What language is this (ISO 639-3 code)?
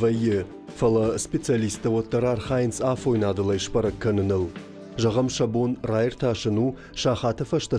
oss